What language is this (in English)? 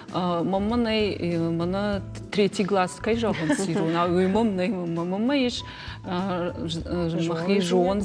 Ossetic